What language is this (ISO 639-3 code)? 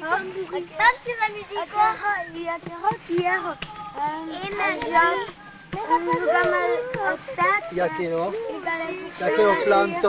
oci